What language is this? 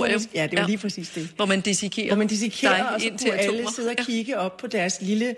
Danish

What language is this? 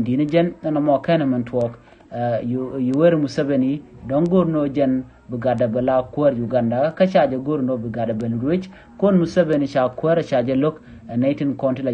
Nuer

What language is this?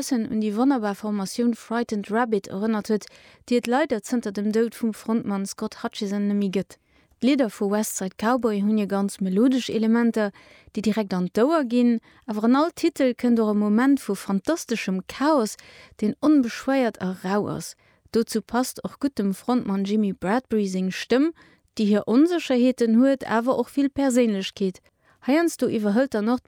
Luxembourgish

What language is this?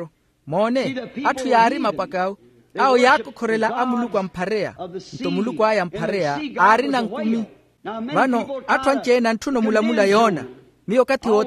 Makhuwa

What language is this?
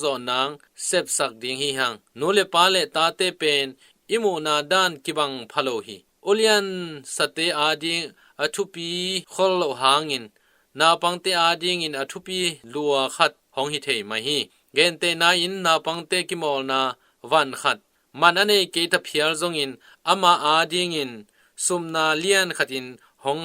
Tedim Chin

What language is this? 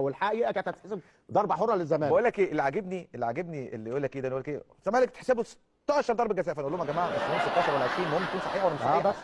Egyptian Arabic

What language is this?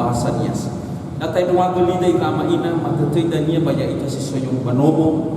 Nias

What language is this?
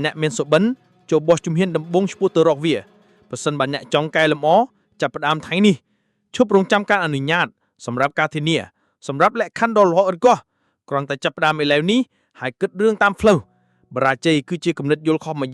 Khmer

